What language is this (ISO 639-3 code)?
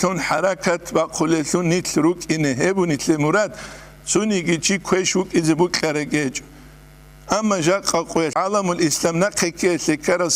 ava